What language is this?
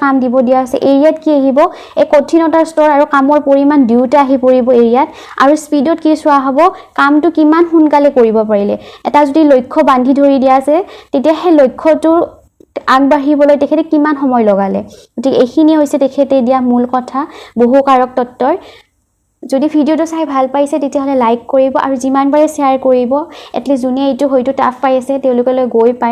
Assamese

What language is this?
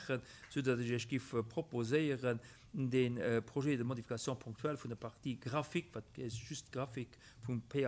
Luxembourgish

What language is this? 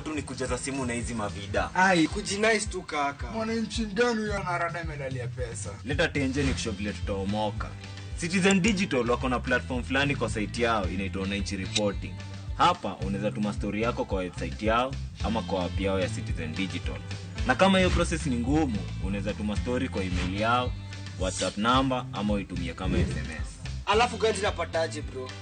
Luo (Kenya and Tanzania)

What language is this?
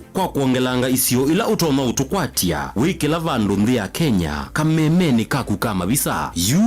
Kamba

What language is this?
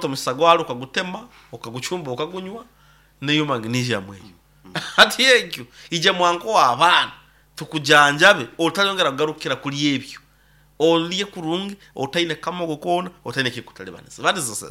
Nyoro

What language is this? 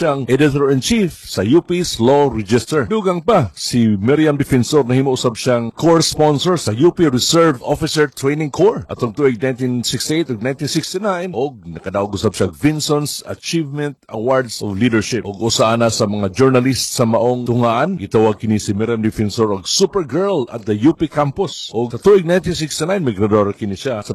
Cebuano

